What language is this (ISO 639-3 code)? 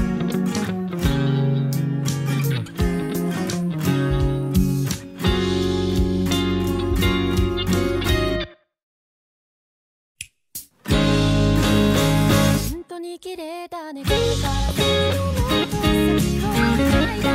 jpn